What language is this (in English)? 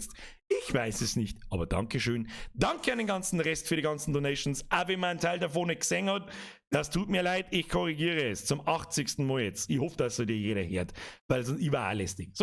Bavarian